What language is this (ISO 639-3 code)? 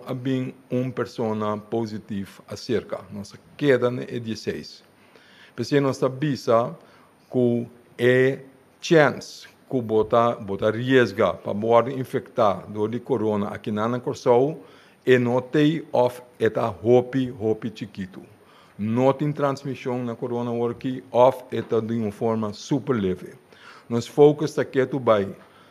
pap